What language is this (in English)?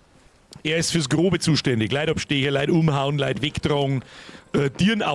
Bavarian